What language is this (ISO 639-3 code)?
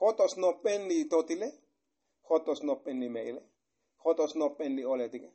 tzo